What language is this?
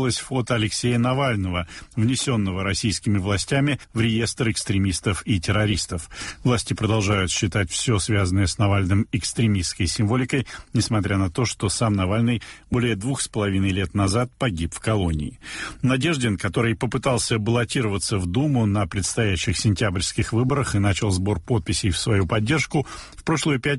Russian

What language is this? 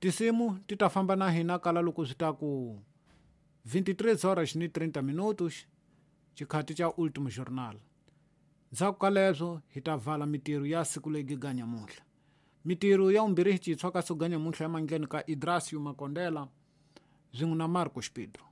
Tsonga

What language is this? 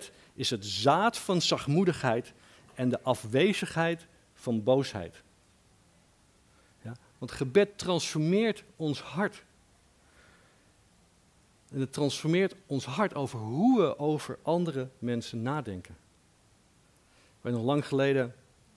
Dutch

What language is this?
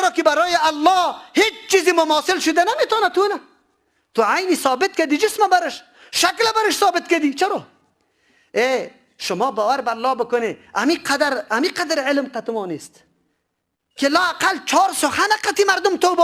Persian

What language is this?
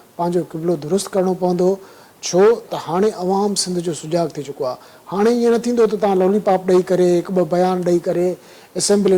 Sindhi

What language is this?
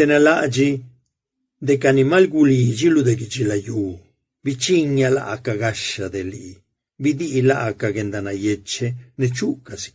Zapotec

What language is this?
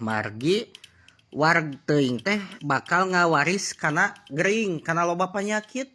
Sundanese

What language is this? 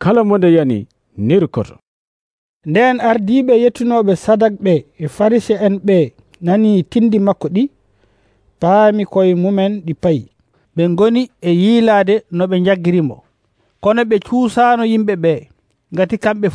Nigerian Fulfulde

